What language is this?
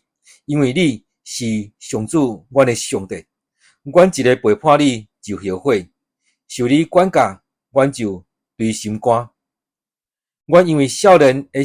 Min Nan Chinese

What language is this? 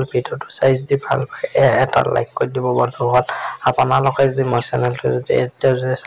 Assamese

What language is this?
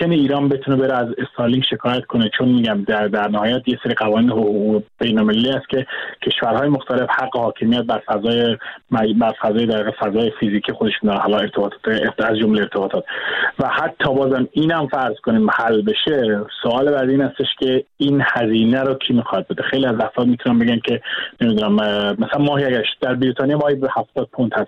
Persian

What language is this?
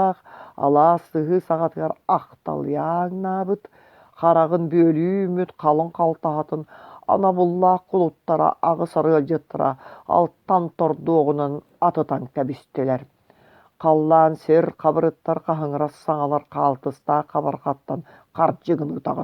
Yakut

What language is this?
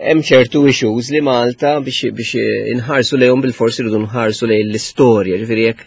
Maltese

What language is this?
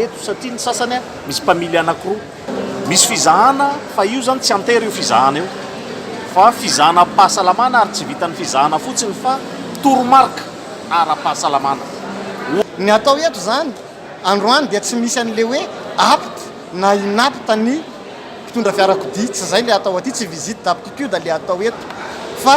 Malagasy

